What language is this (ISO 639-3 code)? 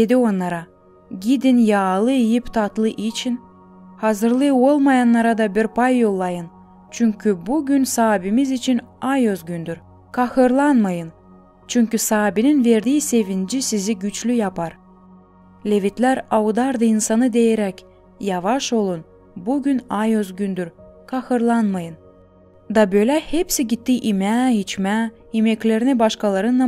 gag